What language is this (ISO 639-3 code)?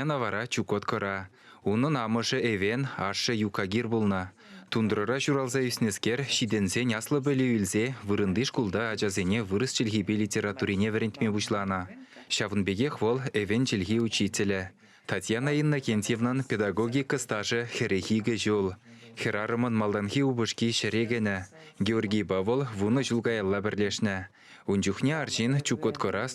chv